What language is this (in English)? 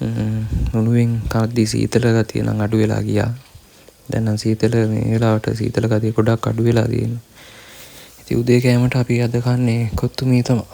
Sinhala